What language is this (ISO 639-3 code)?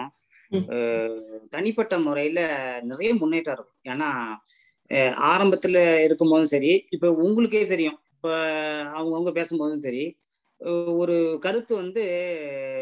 tam